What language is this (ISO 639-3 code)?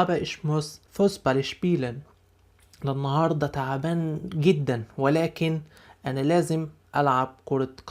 arz